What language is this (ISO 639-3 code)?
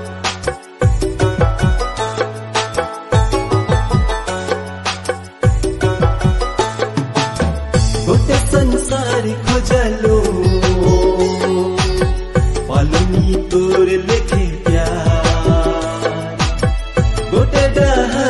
sck